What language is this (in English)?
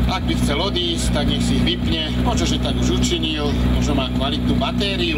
Slovak